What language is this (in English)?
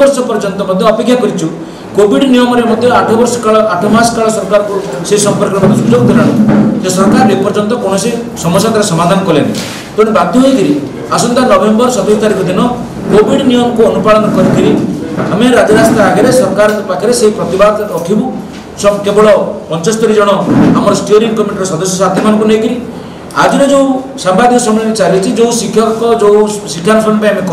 Odia